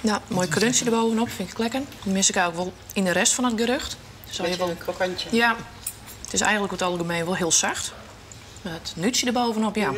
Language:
Western Frisian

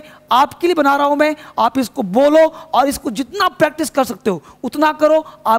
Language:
Hindi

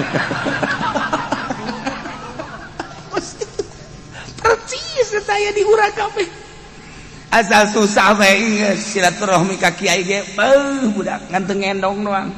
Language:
Sundanese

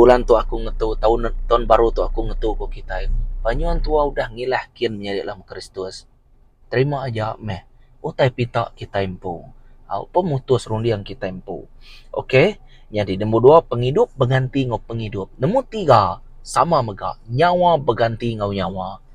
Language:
Iban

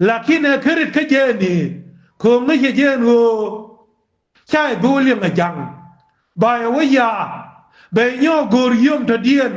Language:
Nuer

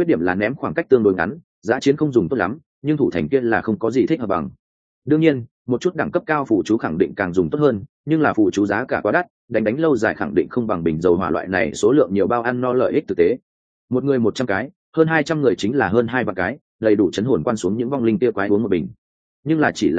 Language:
Vietnamese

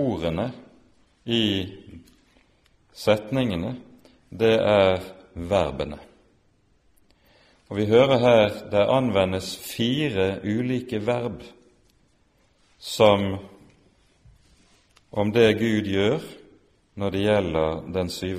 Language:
Norwegian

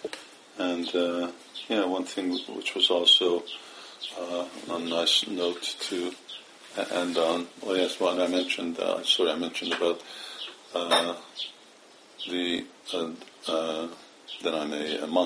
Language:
English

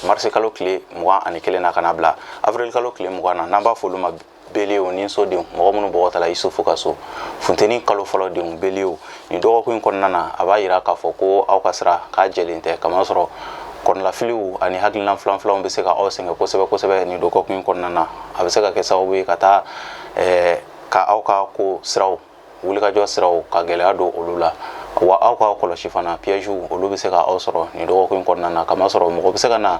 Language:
Bambara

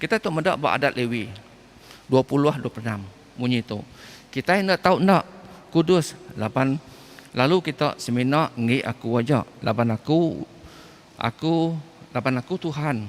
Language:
Iban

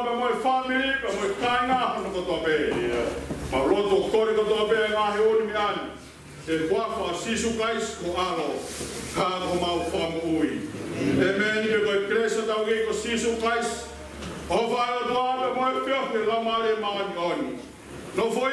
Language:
Tongan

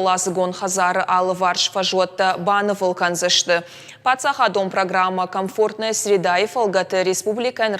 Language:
Ossetic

